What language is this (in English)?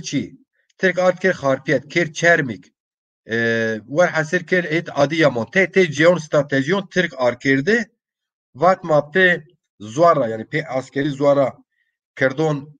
Zaza